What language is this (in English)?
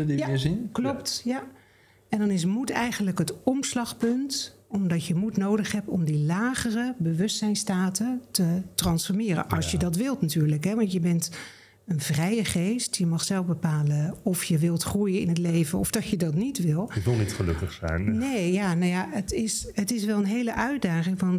Dutch